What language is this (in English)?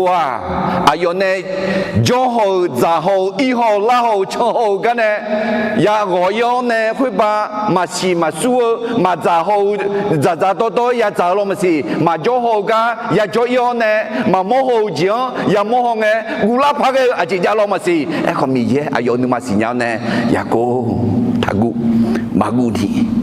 Akha